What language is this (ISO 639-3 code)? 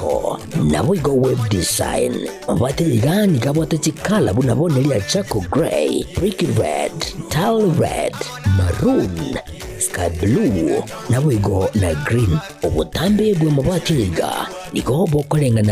guz